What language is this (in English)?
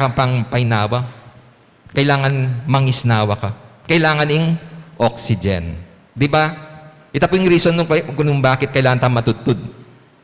Pampanga